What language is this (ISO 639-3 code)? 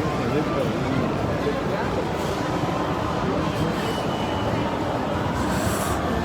kok